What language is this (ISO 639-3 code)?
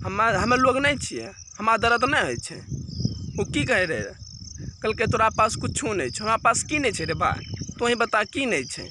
mai